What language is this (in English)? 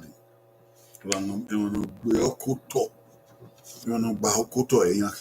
Bini